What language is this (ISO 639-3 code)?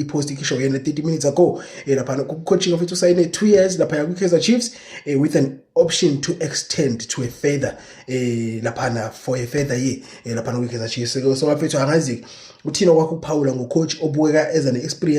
zul